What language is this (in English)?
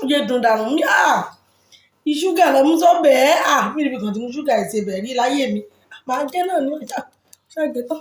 Yoruba